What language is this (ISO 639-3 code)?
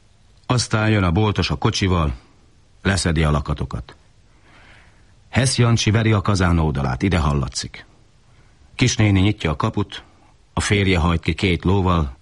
hun